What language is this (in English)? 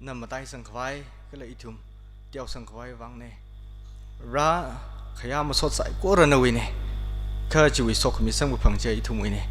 Tangkhul Naga (India)